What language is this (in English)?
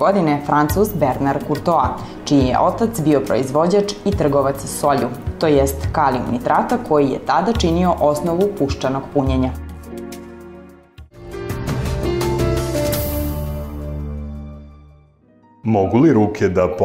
Serbian